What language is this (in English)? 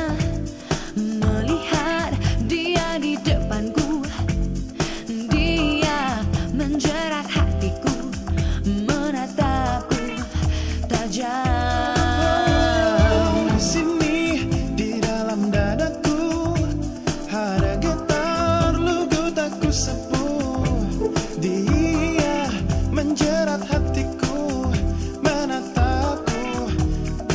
Indonesian